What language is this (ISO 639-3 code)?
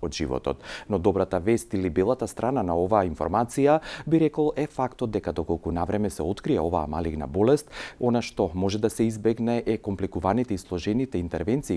mkd